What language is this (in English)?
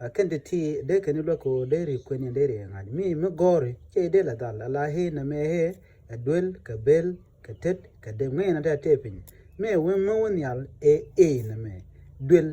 Nuer